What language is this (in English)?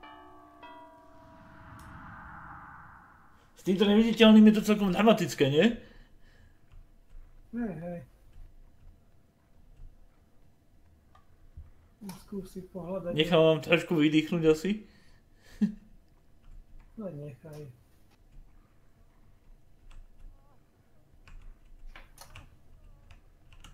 Slovak